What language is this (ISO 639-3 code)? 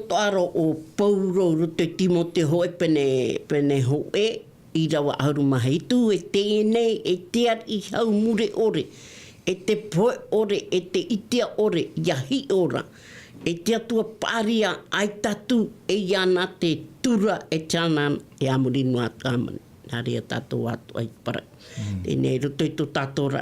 tah